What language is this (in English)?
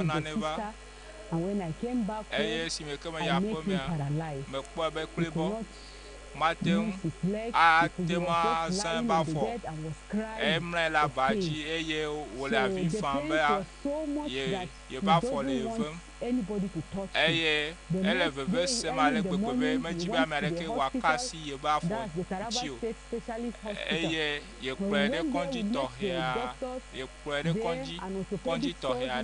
Ewe